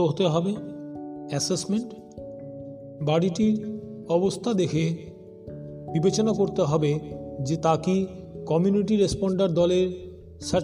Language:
Bangla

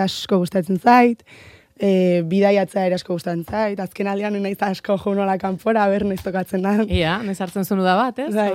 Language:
Basque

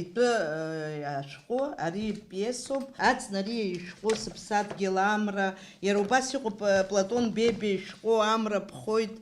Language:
Abkhazian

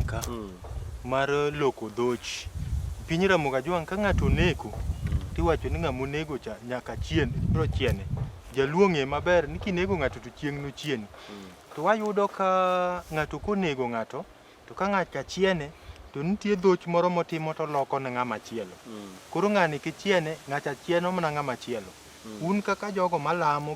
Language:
Luo (Kenya and Tanzania)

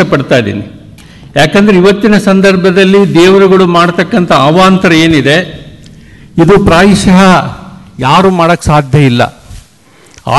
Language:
Kannada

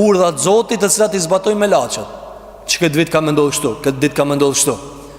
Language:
Albanian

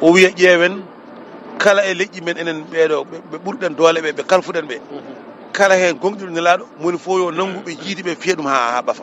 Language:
Fula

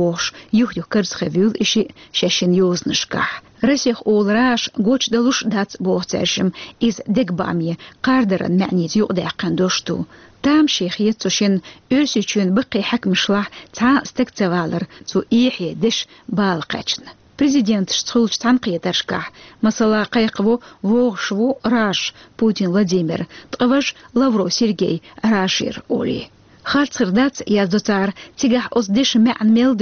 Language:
Chechen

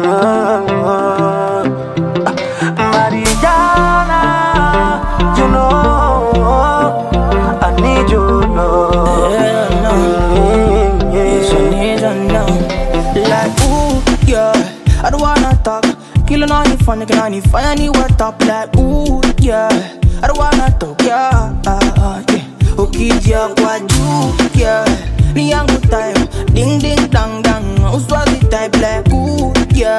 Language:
Swahili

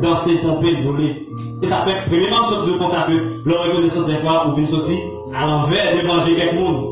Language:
Haitian Creole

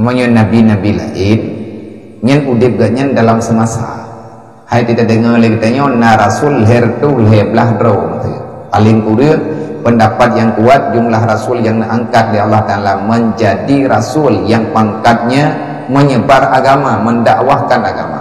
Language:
Achinese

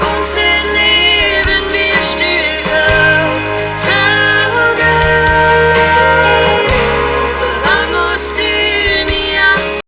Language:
Plautdietsch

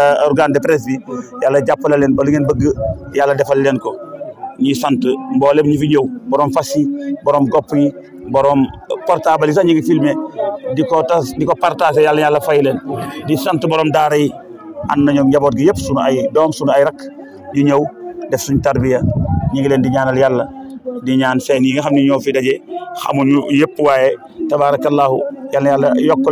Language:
Wolof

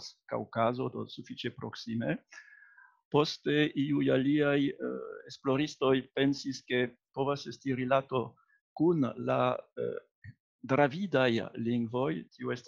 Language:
Esperanto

